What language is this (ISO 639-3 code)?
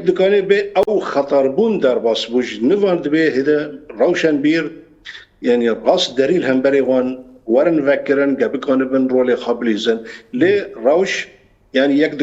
kur